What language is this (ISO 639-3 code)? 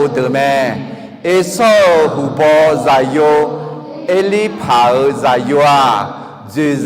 ahk